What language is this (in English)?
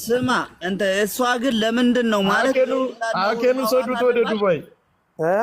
Amharic